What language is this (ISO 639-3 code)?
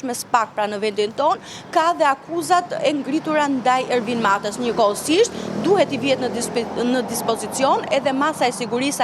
sqi